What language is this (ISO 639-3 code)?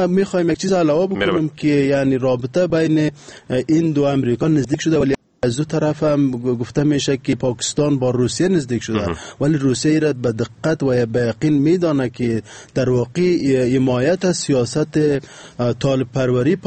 fas